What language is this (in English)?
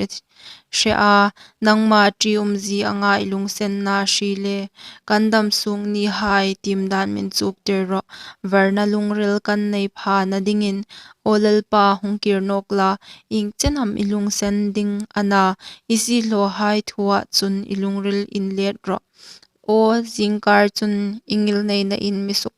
Hmar